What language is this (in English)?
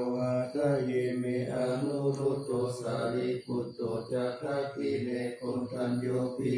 Pali